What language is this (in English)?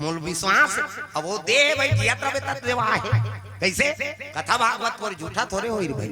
Chhattisgarhi